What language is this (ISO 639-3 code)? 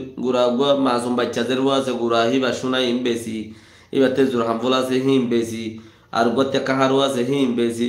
rhg